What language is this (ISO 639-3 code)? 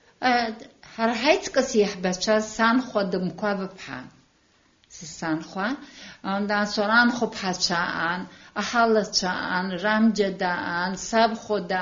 abk